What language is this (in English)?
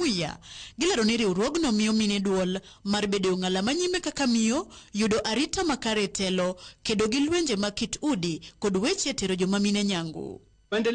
Luo (Kenya and Tanzania)